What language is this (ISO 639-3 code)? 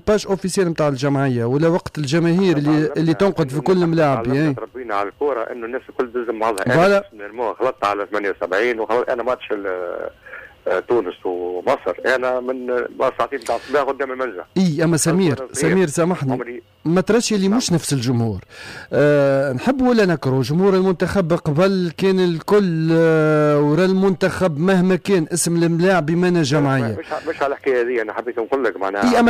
aeb